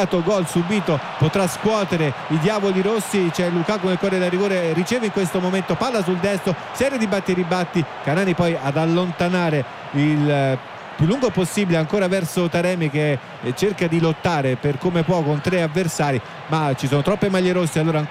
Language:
Italian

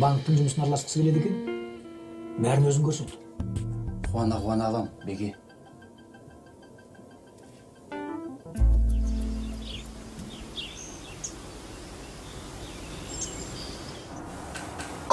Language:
Kazakh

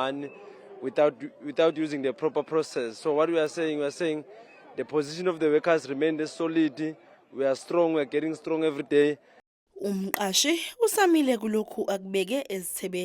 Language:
Zulu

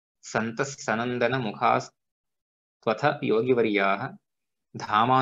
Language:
Sanskrit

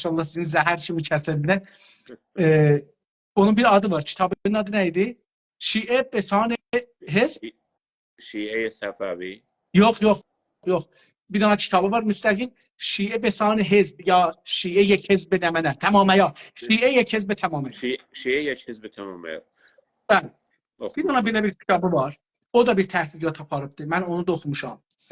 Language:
South Azerbaijani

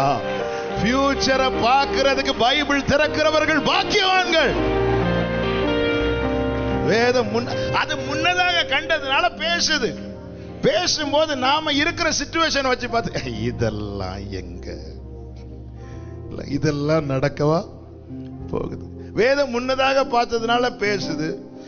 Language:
Tamil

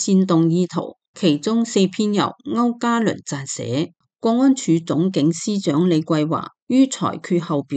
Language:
Cantonese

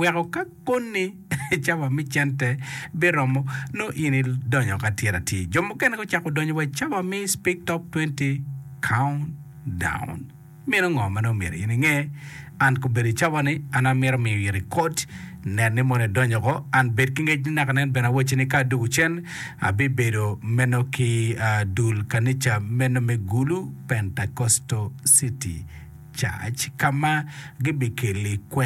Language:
Acoli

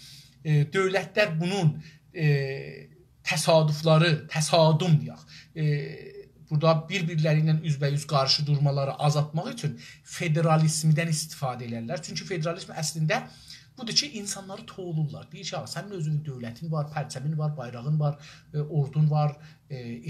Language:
South Azerbaijani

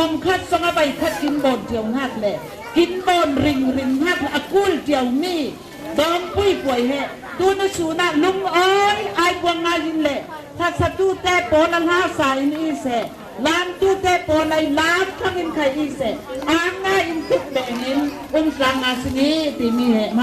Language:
Falam Chin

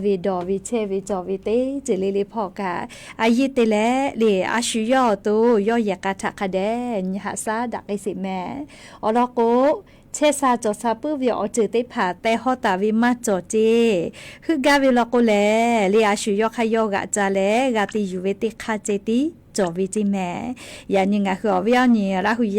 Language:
Lahu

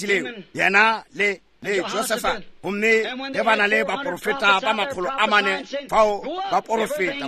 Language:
Northern Sotho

